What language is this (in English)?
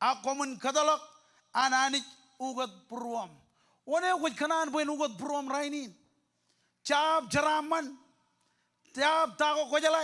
Marshallese